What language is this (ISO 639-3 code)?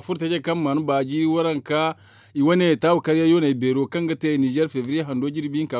dje